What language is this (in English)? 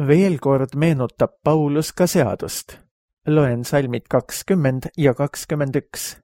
Estonian